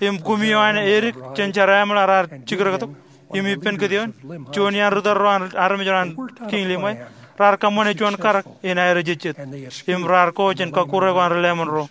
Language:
Marshallese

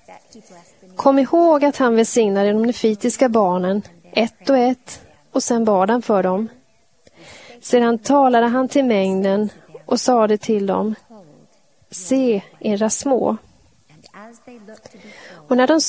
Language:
Swedish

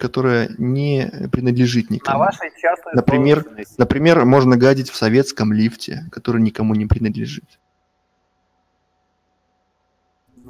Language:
Russian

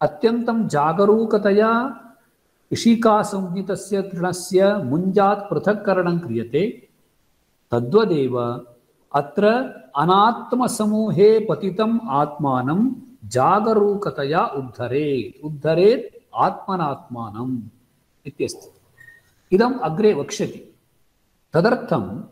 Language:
Sanskrit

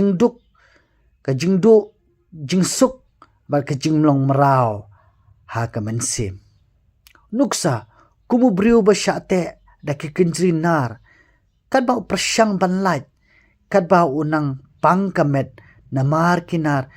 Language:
Khasi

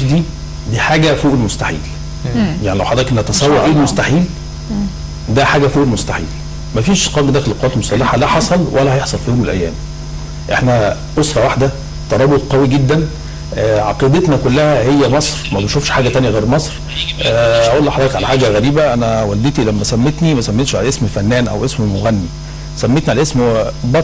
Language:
Egyptian Arabic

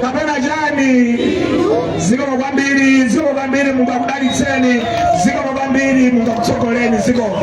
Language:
Nyanja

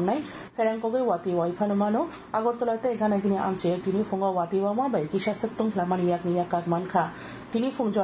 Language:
Kok Borok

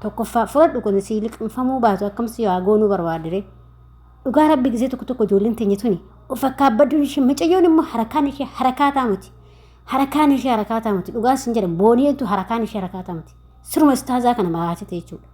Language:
Oromo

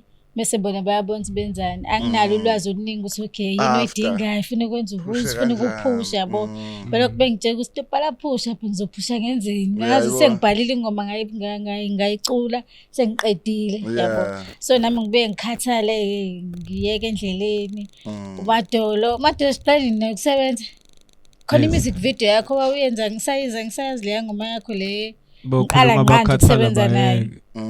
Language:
Zulu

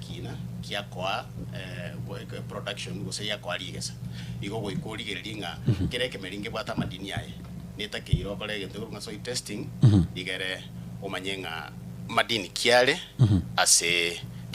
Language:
Gusii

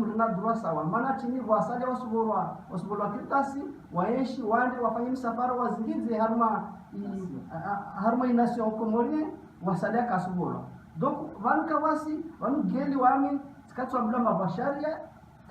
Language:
Ngazidja Comorian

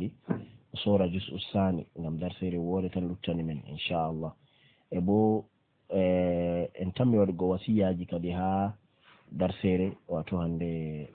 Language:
Fula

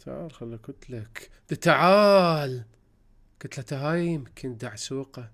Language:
Mesopotamian Arabic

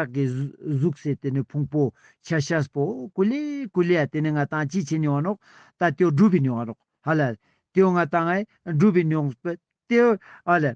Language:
Ladakhi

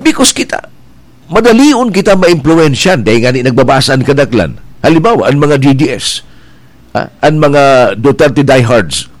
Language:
Bikol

